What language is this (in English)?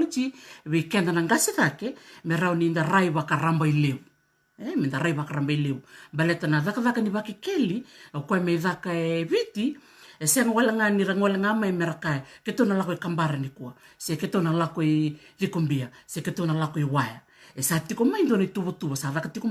Fijian